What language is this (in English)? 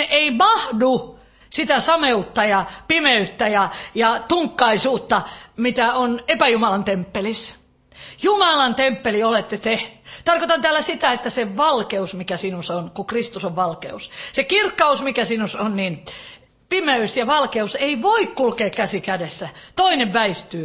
Finnish